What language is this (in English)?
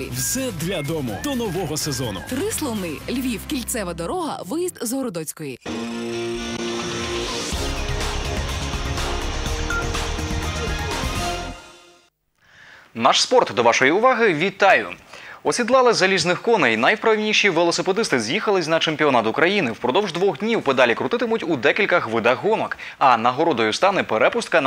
Ukrainian